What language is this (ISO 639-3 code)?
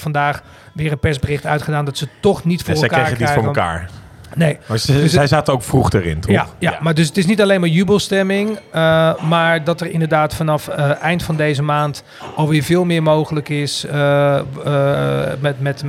nld